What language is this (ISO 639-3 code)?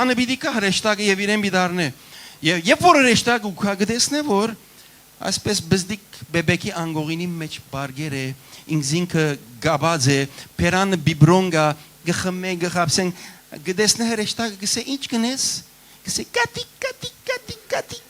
hyw